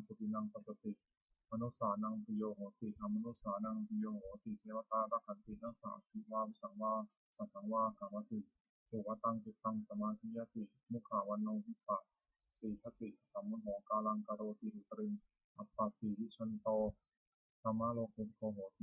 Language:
Pali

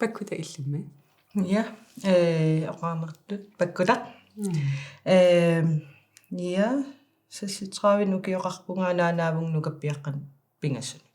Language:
Kalaallisut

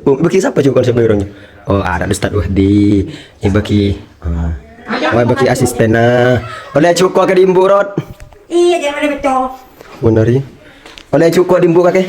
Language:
Madurese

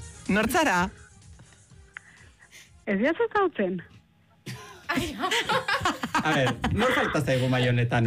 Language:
Basque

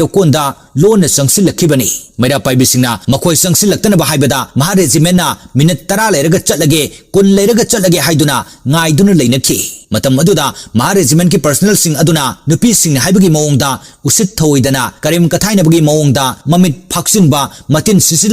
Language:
Manipuri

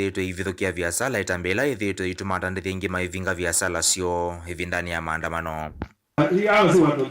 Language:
Kamba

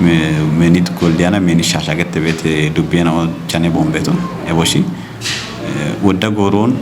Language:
Kafa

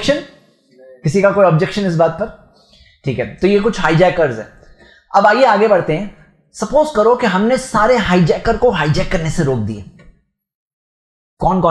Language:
Urdu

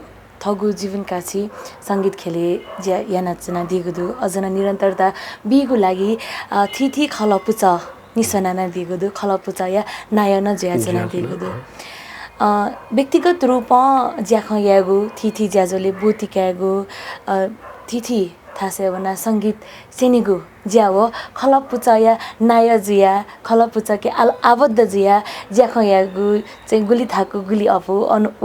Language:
Newari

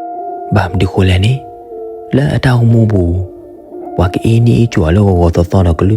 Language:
S'gaw Karen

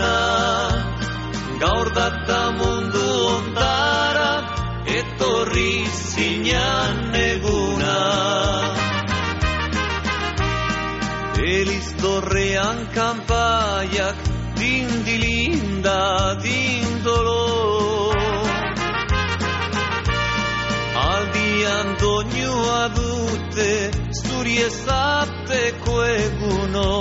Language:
Basque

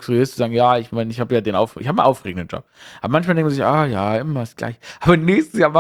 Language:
German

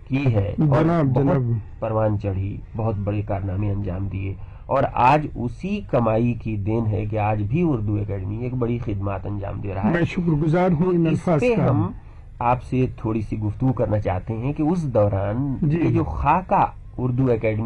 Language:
Urdu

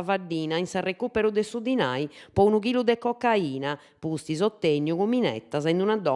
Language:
Sardinian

